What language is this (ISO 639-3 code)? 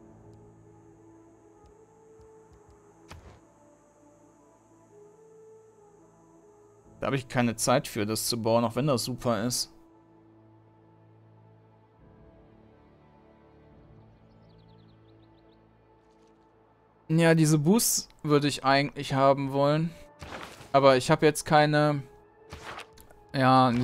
deu